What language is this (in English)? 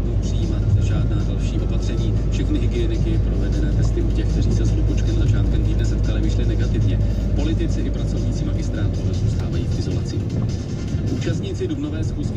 Czech